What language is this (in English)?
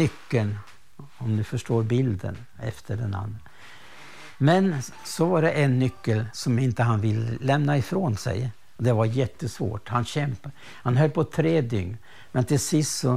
Swedish